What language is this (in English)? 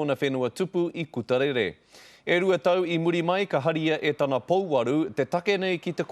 Māori